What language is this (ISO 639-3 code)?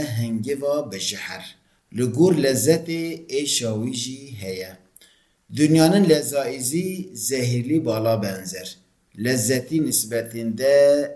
kur